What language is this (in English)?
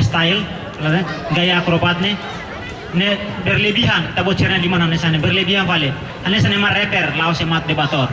Tetum